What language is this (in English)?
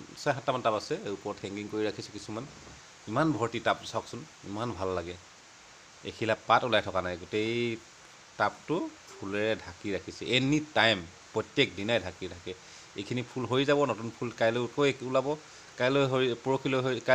Assamese